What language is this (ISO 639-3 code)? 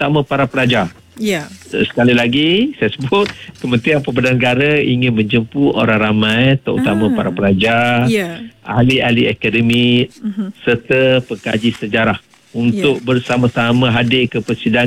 msa